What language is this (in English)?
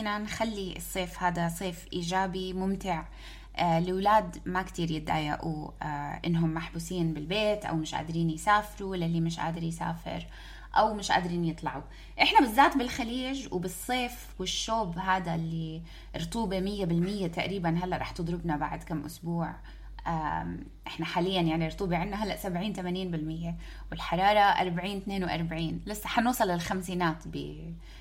North Levantine Arabic